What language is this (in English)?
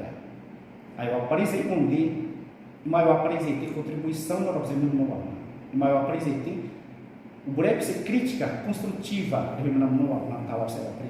Xavánte